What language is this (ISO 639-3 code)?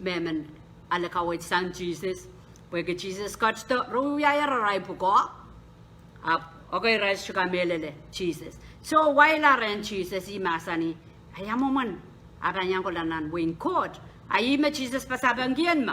pon